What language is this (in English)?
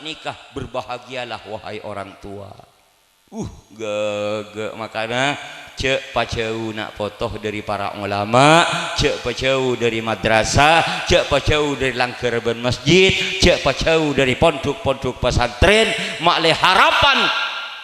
Madurese